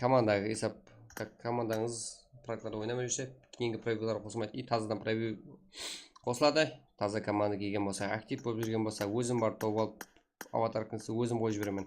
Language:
Kara-Kalpak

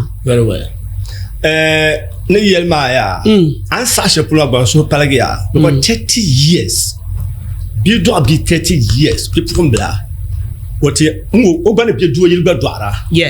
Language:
Dagbani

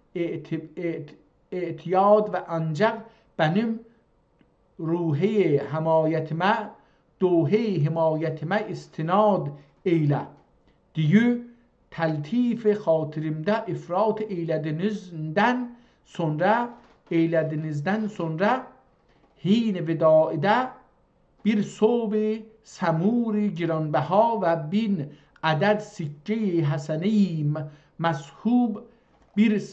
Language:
South Azerbaijani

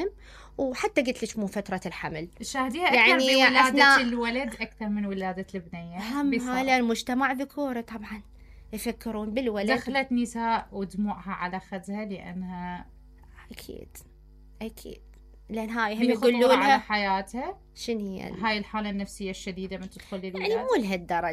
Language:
Mesopotamian Arabic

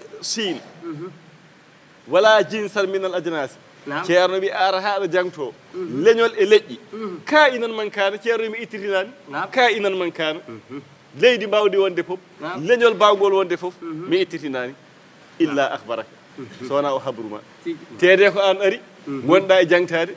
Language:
Fula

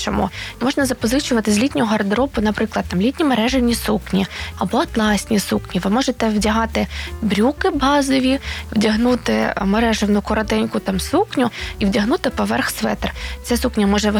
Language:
Ukrainian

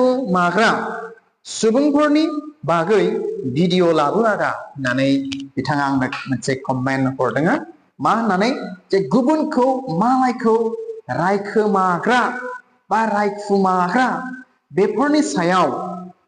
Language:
Bodo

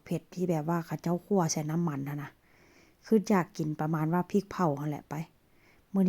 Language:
Lao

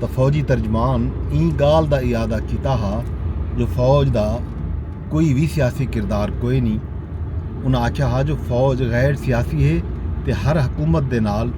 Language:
Saraiki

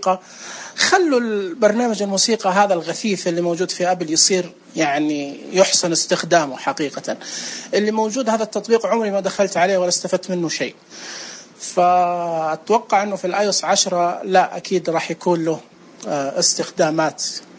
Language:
Najdi Arabic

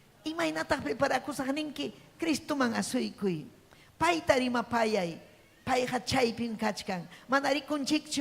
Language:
Ayacucho Quechua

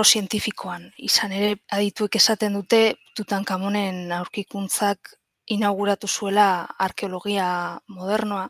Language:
Basque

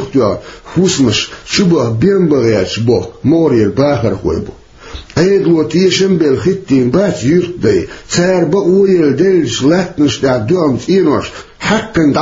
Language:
Chechen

